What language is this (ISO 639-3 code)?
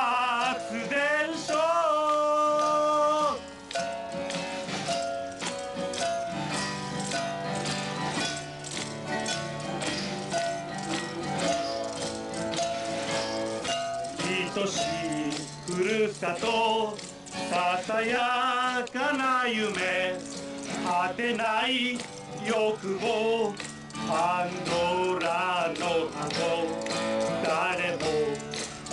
jpn